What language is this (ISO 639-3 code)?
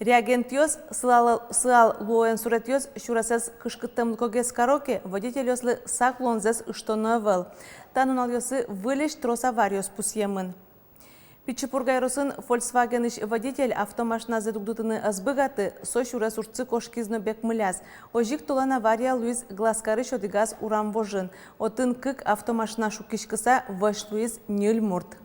udm